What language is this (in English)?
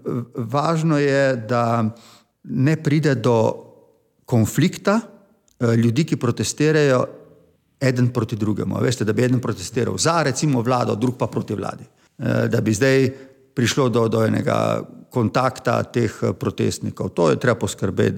Slovenian